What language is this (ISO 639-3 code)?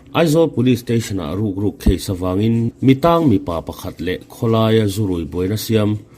lus